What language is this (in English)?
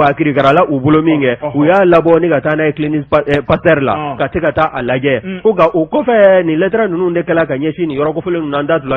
Bambara